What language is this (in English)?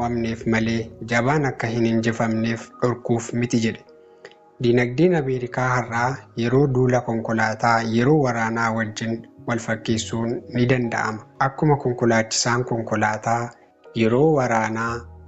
Oromo